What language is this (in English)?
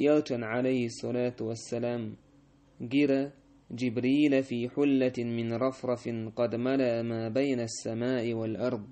Chechen